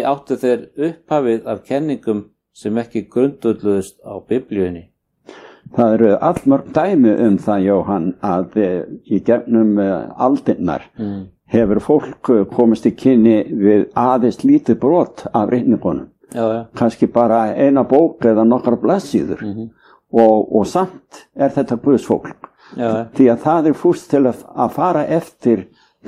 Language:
Icelandic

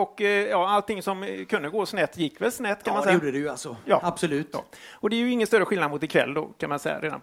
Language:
Swedish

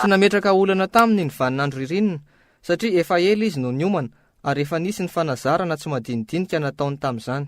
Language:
Malagasy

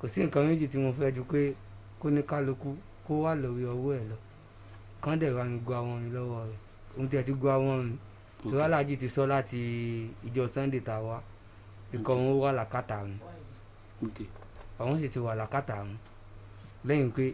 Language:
Yoruba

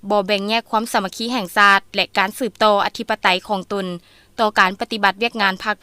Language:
Lao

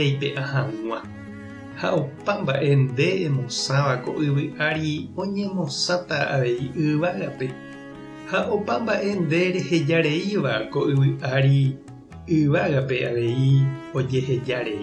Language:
Guarani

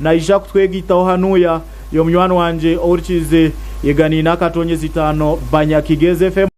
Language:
Nyankole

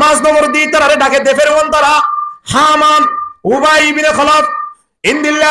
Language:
Rohingya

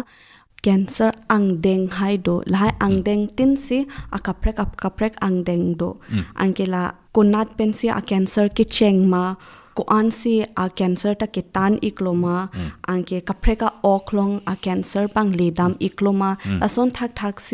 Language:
Karbi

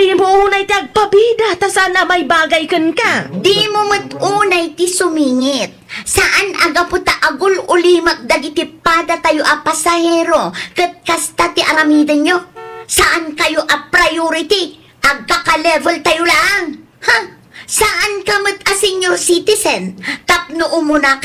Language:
Iloko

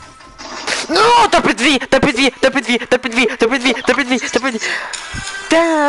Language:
French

